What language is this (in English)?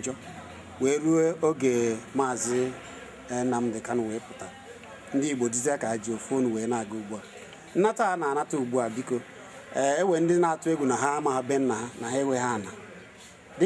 Igbo